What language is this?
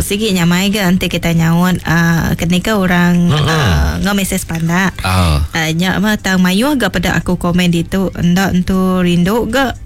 Iban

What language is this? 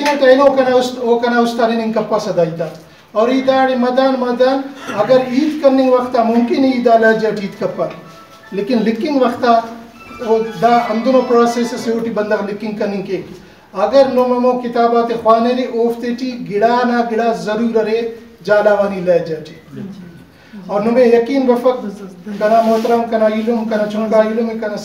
Brahui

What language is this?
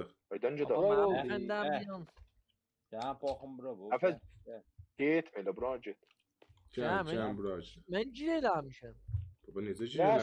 South Azerbaijani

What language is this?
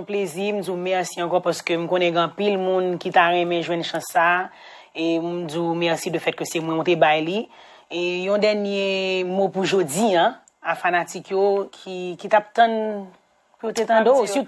Haitian Creole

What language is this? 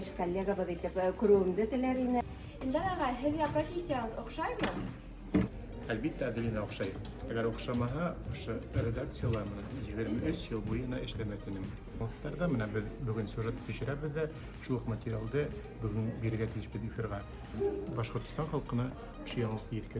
Bashkir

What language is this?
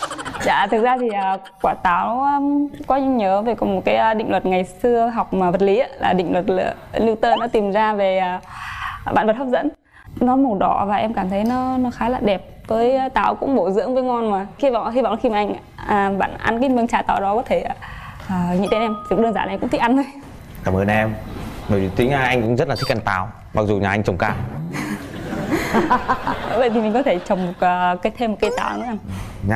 Vietnamese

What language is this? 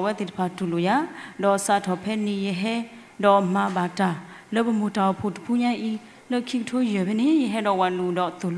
S'gaw Karen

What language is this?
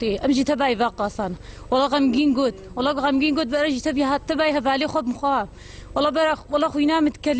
Kurdish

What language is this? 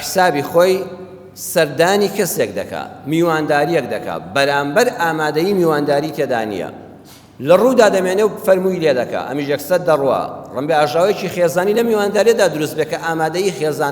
Central Kurdish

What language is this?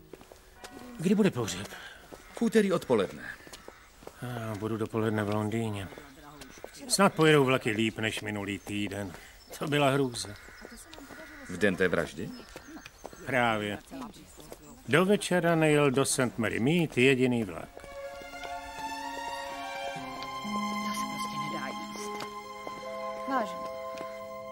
Czech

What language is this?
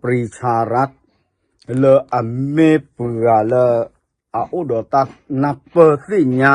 S'gaw Karen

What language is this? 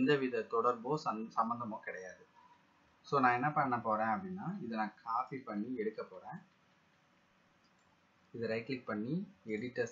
Tamil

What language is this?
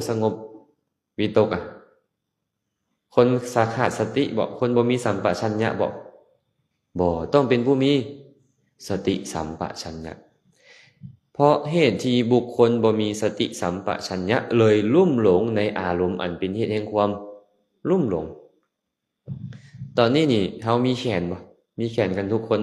Lao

